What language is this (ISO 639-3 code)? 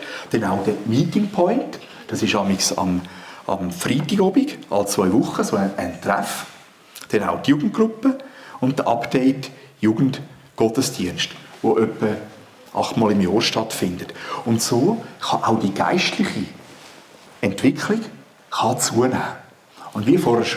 gsw